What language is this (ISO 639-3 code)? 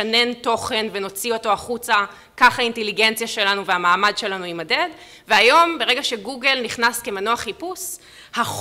heb